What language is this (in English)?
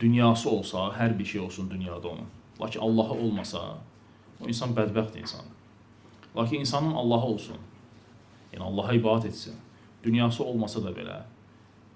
Azerbaijani